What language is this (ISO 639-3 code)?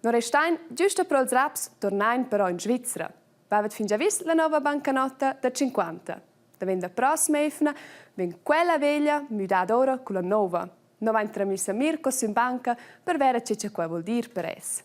roh